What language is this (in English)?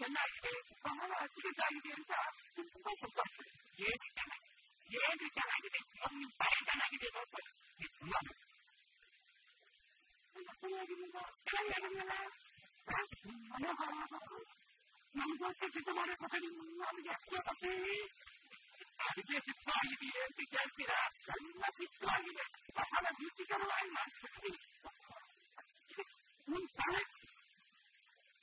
Kannada